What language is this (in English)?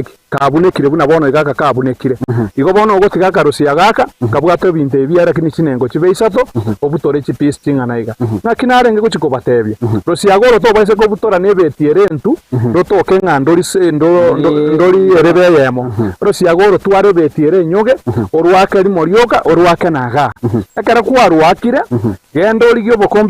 Gusii